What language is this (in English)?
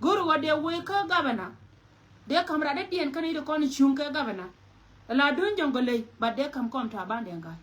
Nuer